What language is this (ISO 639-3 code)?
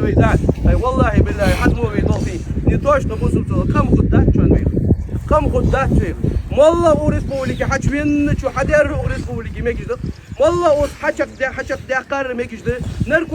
inh